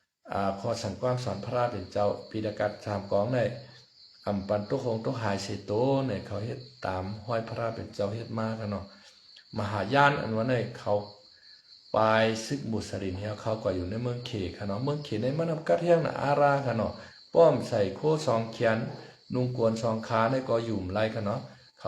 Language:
Shan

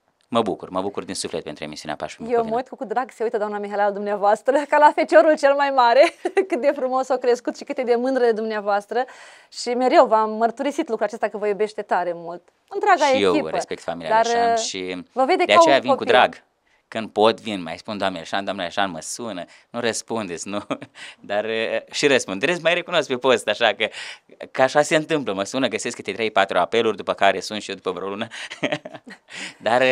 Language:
Romanian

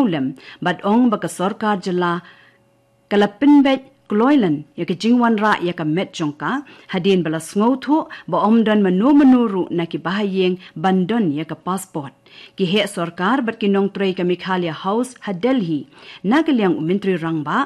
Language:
Khasi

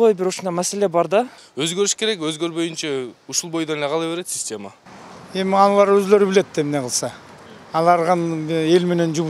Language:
Kyrgyz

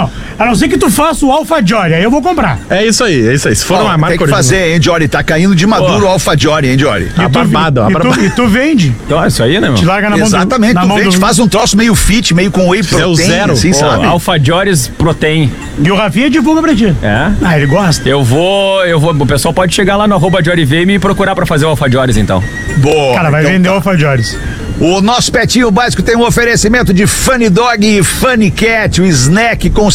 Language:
Portuguese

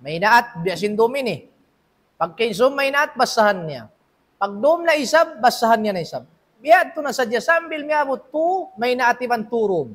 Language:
Tausug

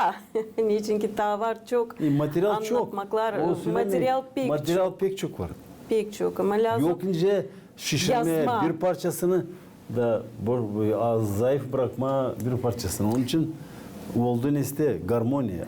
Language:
Gagauz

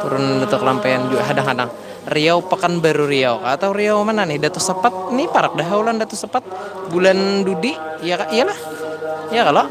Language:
Banjar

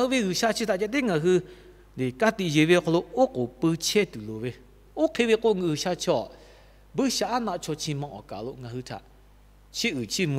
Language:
Lahu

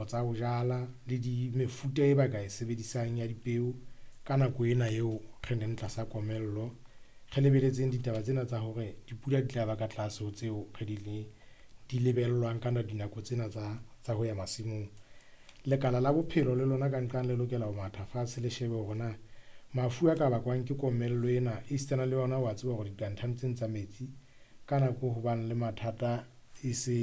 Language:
Southern Sotho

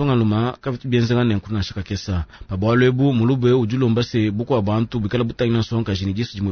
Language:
Luba-Lulua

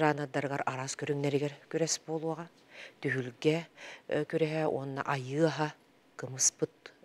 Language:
Yakut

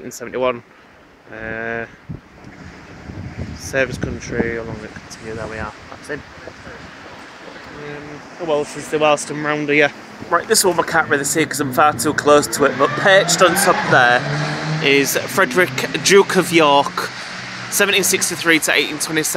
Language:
English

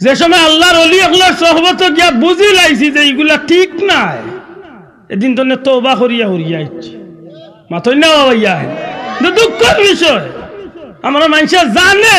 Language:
Sylheti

